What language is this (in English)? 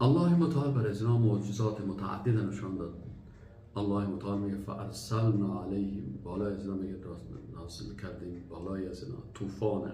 Persian